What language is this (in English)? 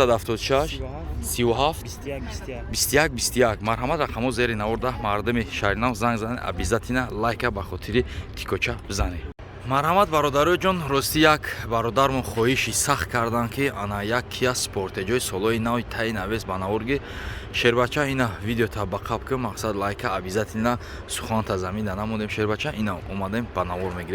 Tajik